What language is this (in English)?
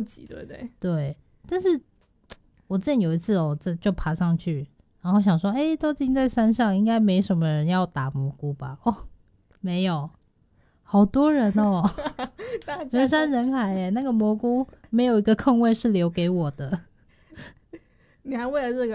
Chinese